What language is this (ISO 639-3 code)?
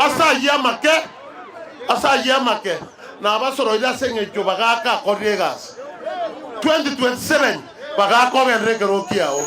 guz